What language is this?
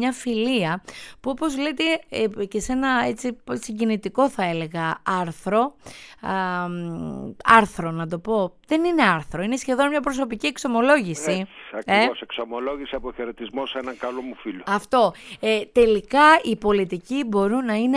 Greek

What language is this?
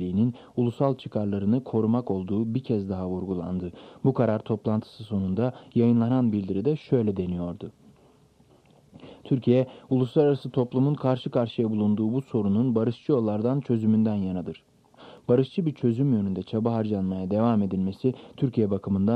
Turkish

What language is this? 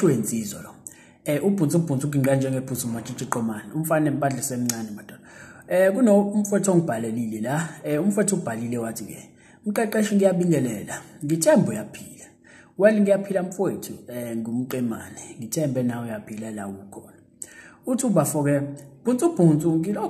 Zulu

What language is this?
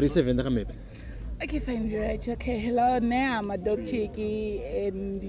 Venda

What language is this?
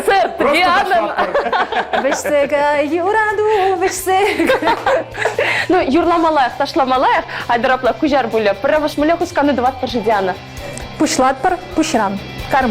Chuvash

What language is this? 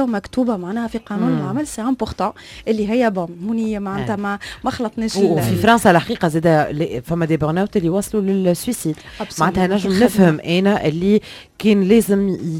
Tunisian Arabic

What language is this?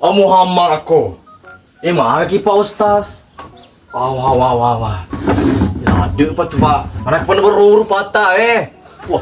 Buginese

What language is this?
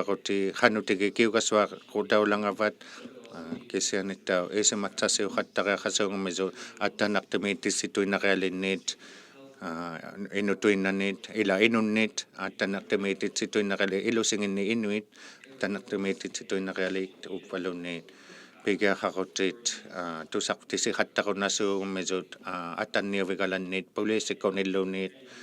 Inuktitut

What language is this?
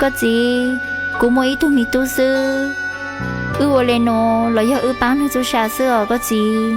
Hmong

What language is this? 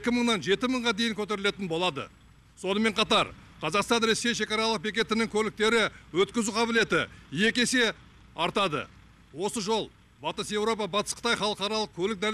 Kazakh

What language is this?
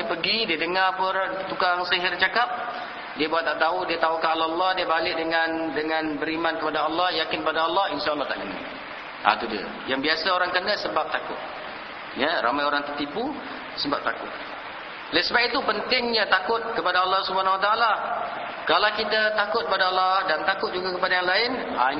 Malay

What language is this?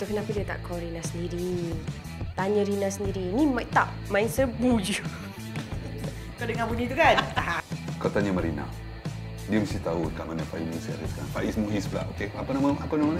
Malay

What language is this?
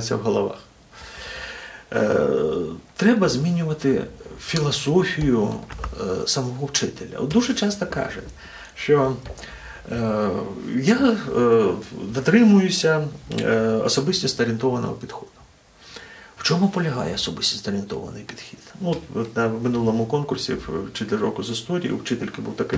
Ukrainian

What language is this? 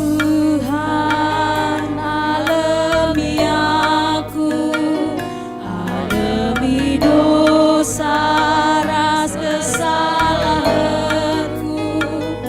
Batak Karo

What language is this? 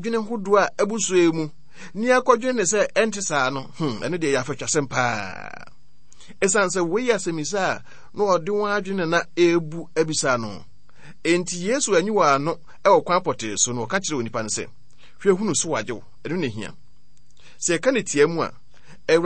Akan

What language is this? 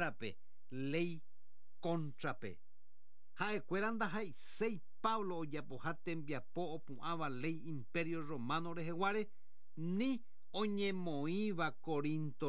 Guarani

